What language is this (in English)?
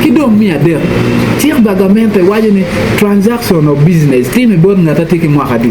Acoli